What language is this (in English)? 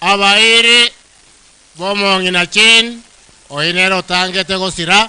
Gusii